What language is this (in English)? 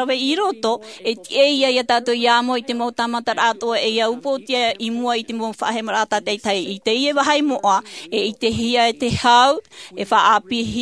Tahitian